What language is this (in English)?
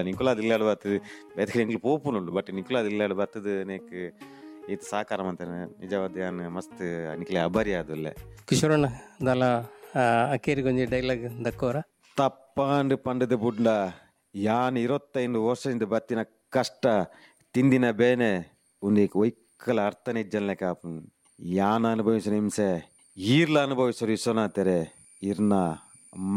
Tulu